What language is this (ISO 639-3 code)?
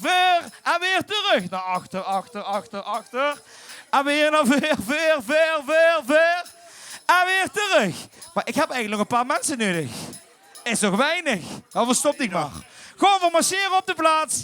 lim